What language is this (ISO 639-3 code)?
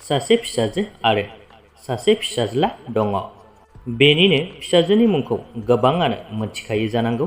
brx